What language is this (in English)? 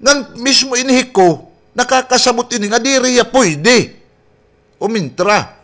Waray